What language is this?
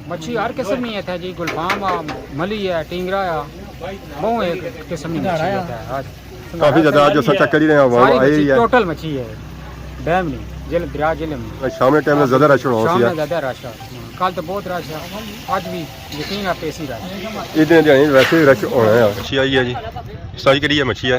Pahari-Potwari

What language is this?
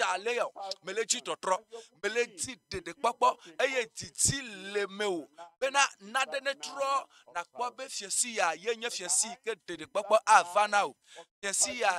Ewe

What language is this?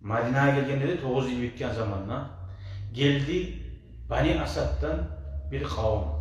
Kumyk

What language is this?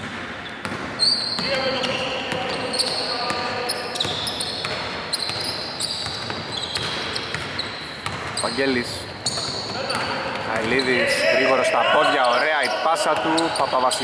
Greek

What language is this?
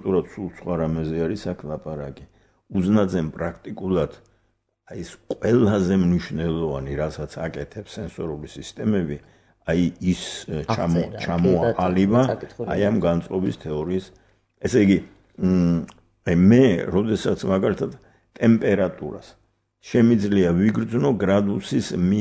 Georgian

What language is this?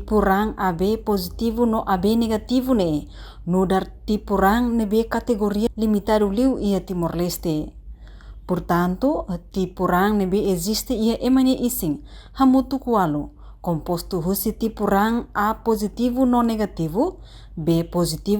Tetum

